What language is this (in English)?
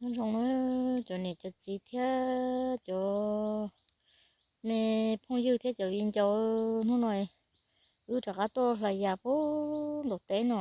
Hmong